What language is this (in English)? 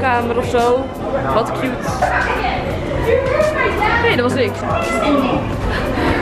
Dutch